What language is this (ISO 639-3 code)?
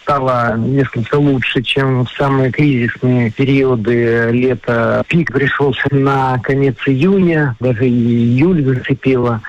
rus